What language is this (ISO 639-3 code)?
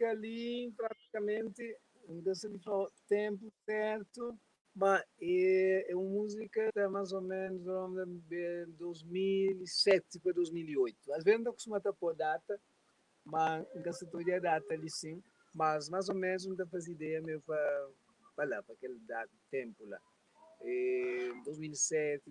kea